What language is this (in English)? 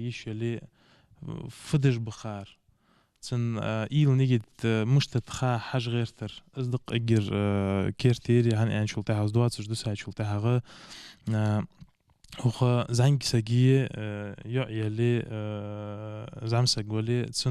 Ingush